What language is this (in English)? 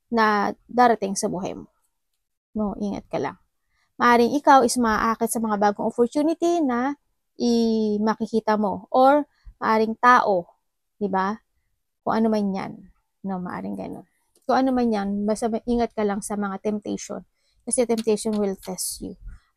Filipino